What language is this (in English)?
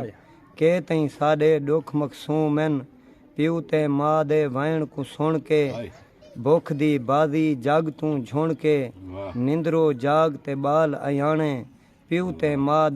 Saraiki